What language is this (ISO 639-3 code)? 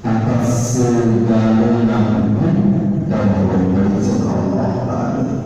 sas